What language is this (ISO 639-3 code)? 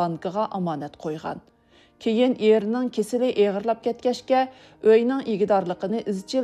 uig